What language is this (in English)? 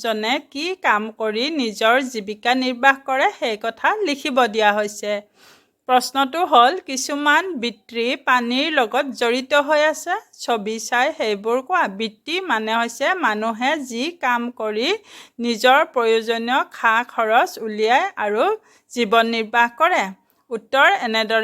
Assamese